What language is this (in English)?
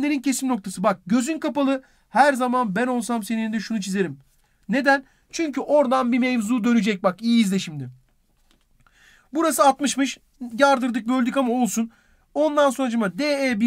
Turkish